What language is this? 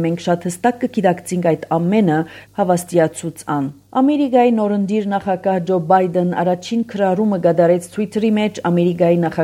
Armenian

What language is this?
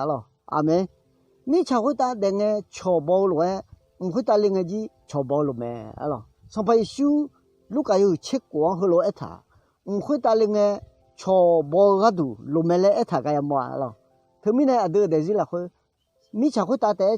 Akha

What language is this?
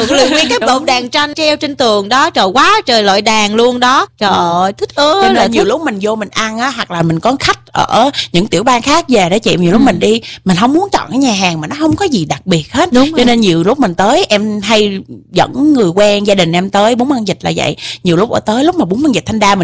Vietnamese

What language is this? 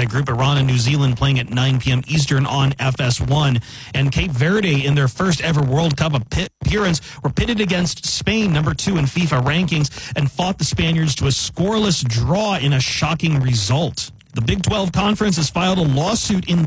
English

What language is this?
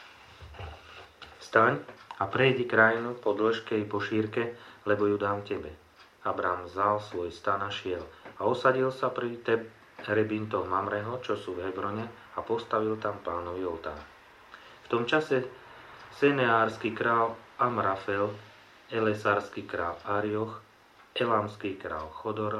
Slovak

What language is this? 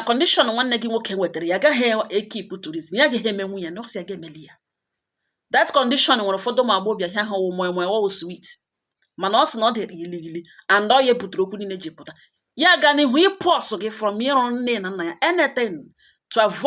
Igbo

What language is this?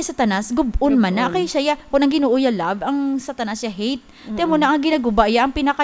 Hiligaynon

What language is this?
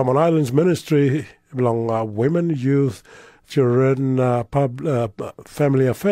Tok Pisin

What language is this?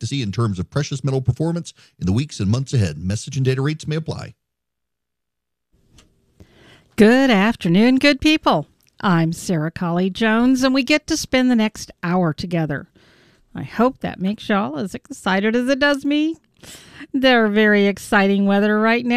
English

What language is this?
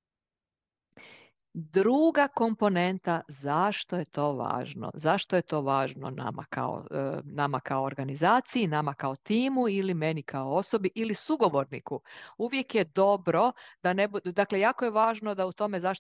Croatian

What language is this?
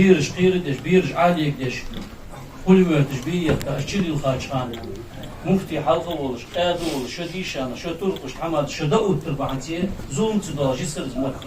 Ingush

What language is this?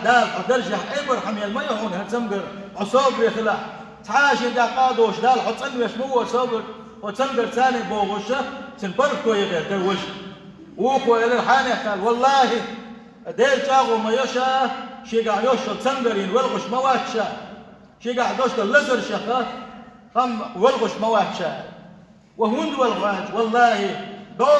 Chechen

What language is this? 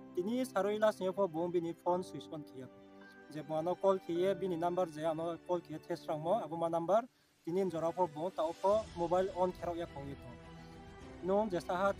Riang (India)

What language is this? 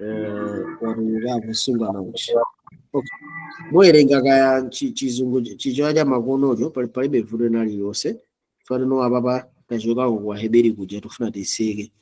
Nyanja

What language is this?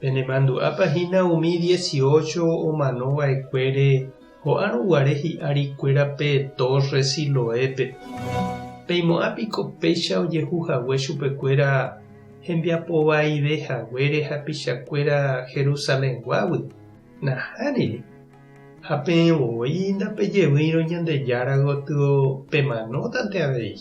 Guarani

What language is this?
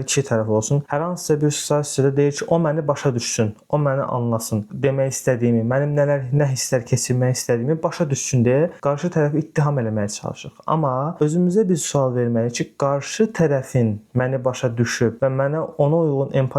Azerbaijani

